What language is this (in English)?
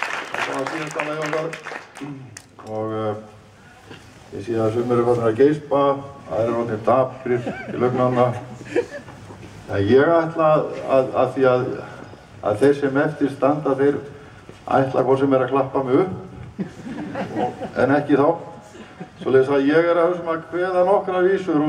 Icelandic